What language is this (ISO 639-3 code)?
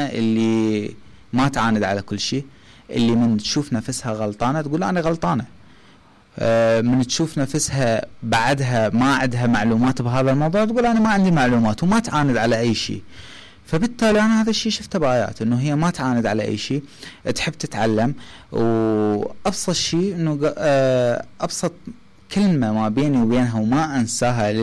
acm